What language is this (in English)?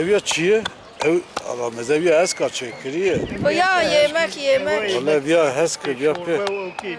Kurdish